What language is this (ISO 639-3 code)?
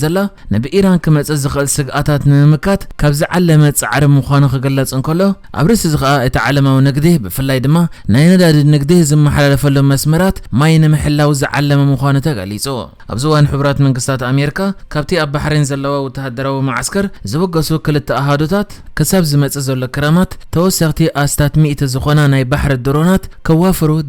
tir